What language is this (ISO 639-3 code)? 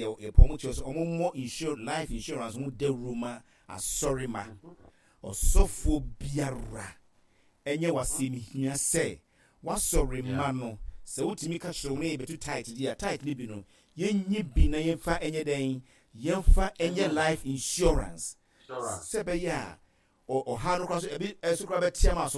aka